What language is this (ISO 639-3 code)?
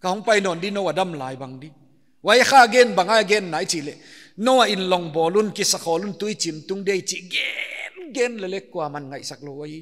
pck